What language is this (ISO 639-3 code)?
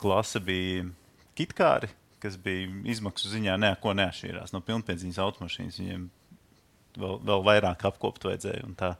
lav